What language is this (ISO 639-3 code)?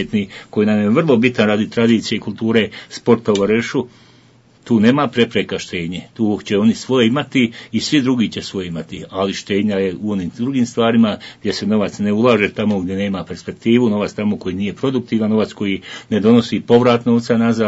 bos